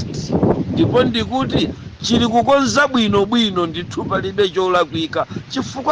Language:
Nyanja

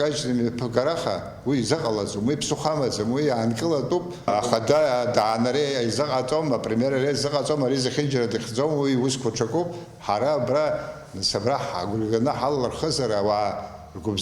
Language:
Abkhazian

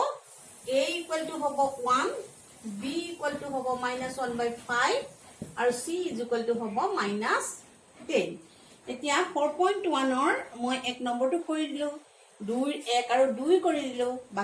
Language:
Assamese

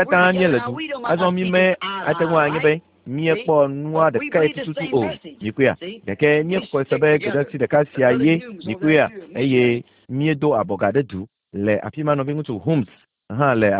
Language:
Ewe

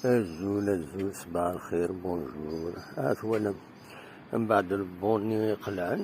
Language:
Kabyle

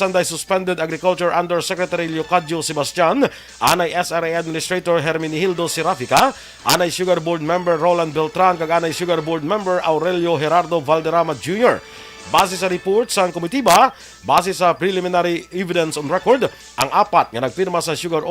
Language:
Hiligaynon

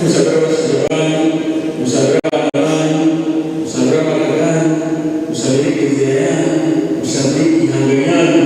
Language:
Nyankole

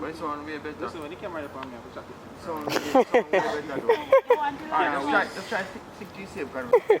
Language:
Jamaican Creole English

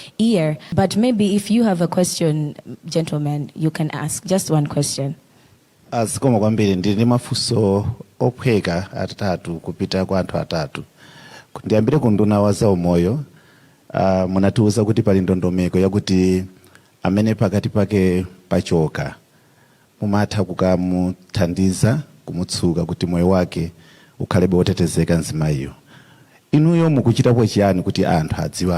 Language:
Nyanja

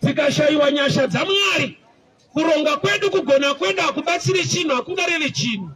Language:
Shona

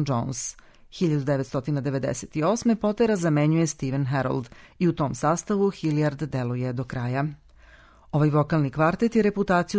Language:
Serbian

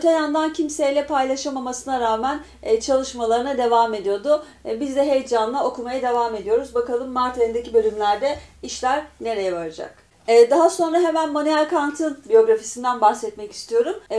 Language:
Turkish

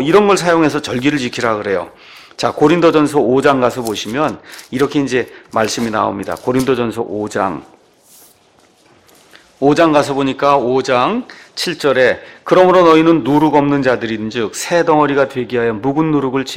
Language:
Korean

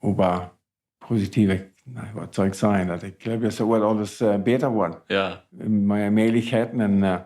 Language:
Plautdietsch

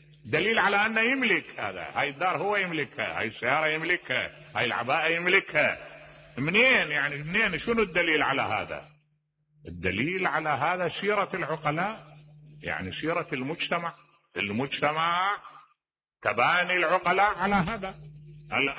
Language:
Mesopotamian Arabic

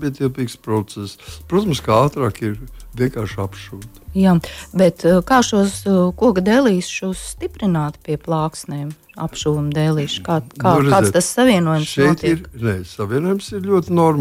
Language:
Latvian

